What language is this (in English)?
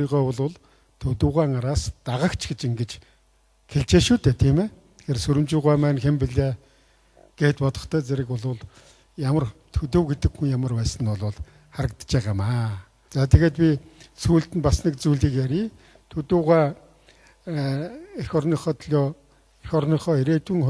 Mongolian